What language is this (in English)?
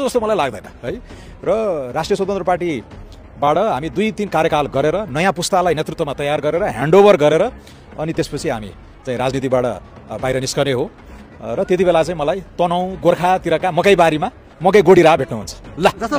Nepali